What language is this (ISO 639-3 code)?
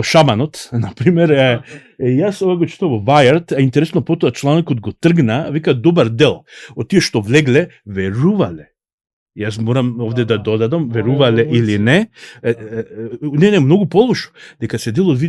mkd